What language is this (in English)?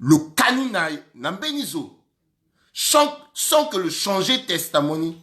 Sango